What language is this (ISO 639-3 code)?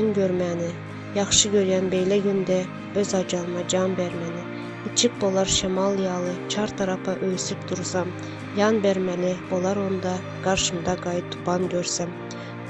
tuk